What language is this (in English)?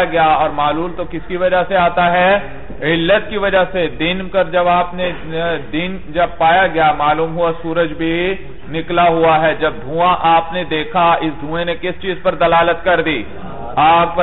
Urdu